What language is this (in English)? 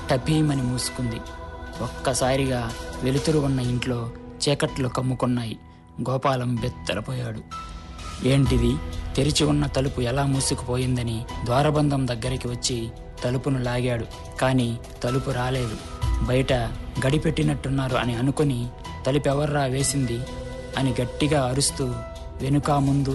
Telugu